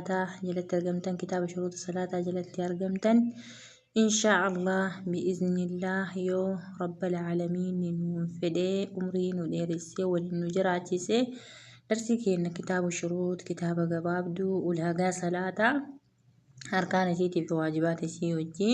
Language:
Oromo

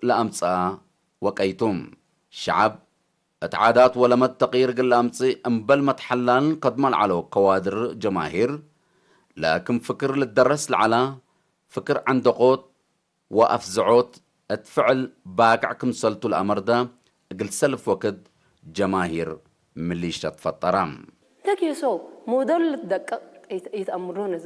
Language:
Tigre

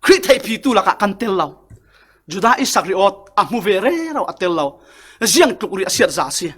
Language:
Falam Chin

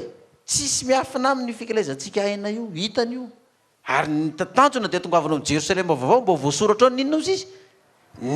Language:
Malagasy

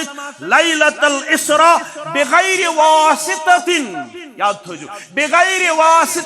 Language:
Kashmiri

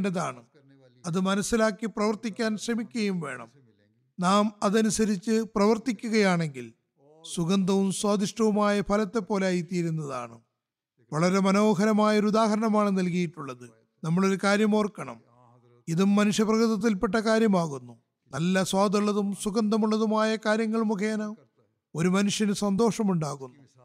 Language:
Malayalam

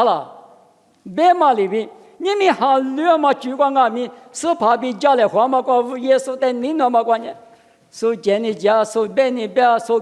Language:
Lisu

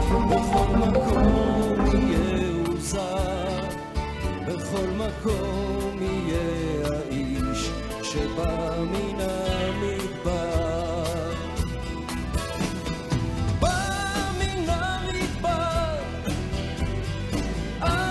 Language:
Hebrew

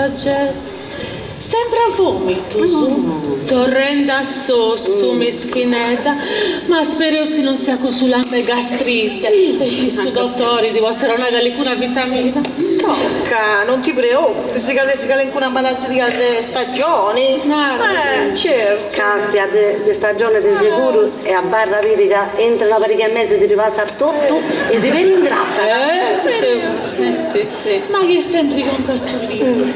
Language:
Sardinian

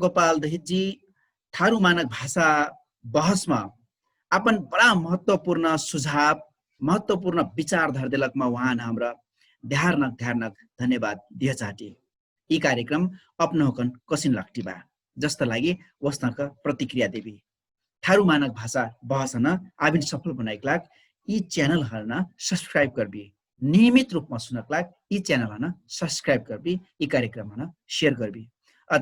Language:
Dangaura Tharu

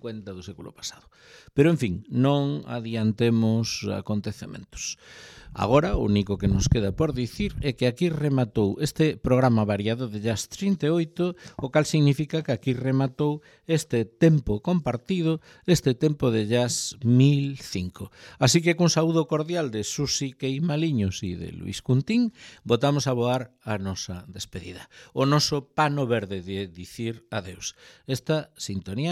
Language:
Galician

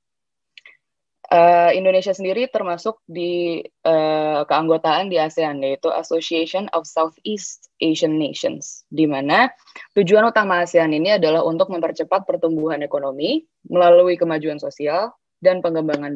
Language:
Indonesian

